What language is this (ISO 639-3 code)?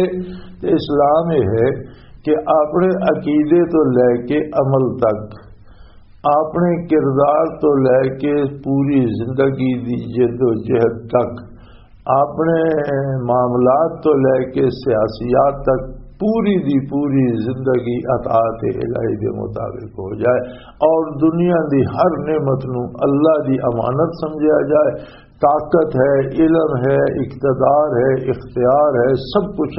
lah